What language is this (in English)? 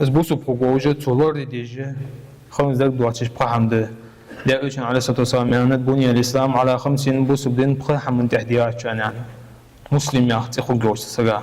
Ingush